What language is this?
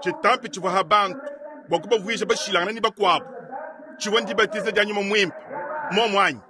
Luba-Lulua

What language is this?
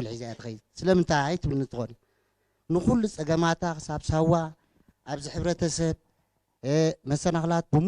Tigrinya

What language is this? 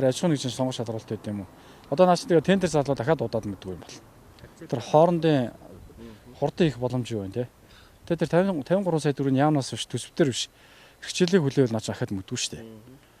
Mongolian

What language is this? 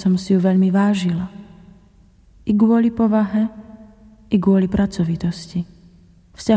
Slovak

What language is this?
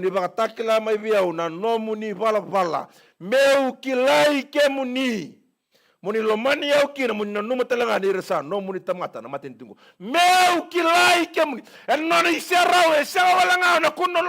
Fijian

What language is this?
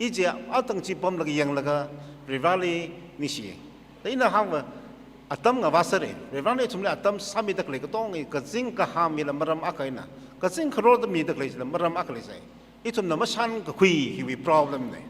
Tangkhul Naga (India)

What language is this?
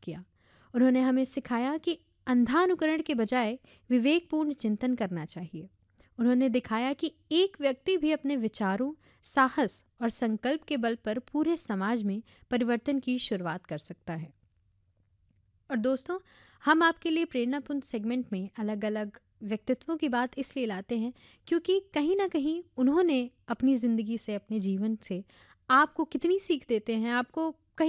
Hindi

